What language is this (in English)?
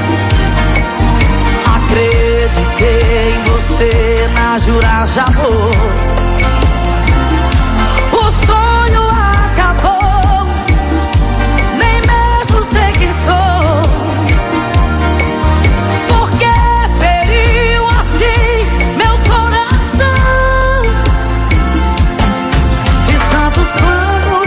Portuguese